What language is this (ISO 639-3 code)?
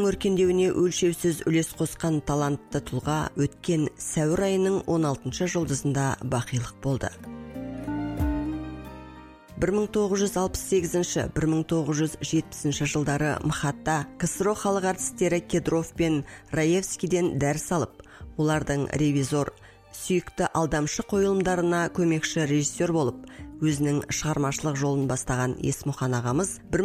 kaz